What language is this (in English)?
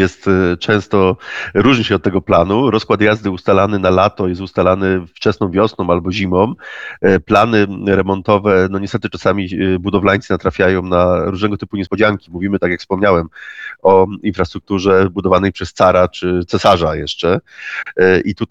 Polish